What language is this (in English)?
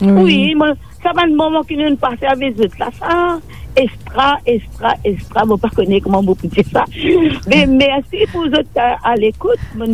Morisyen